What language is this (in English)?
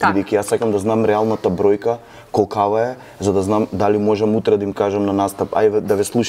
Macedonian